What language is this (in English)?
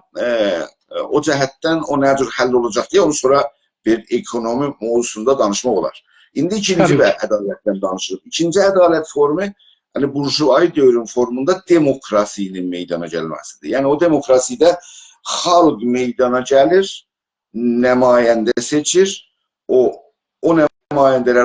South Azerbaijani